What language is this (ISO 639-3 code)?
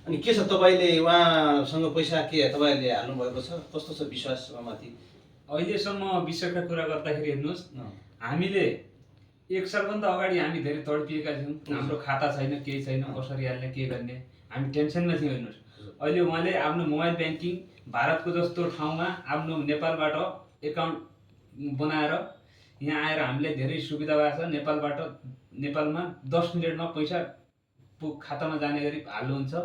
nep